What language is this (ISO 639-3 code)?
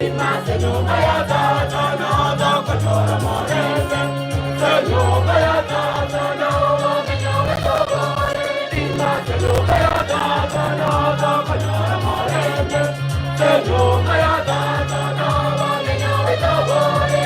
guz